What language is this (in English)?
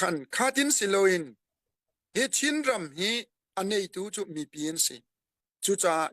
Hakha Chin